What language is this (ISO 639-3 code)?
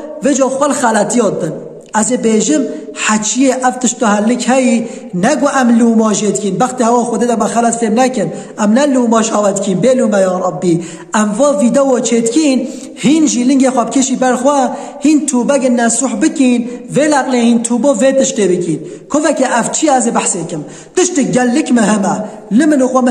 kur